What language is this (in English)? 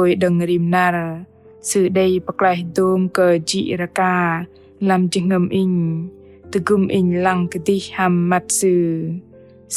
Bahnar